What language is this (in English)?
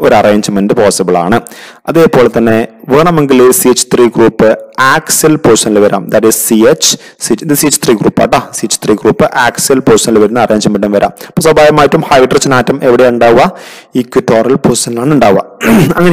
Malayalam